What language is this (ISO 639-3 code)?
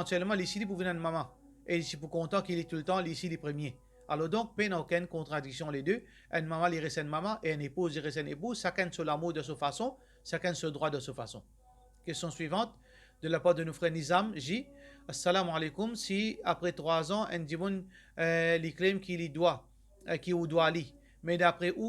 mfe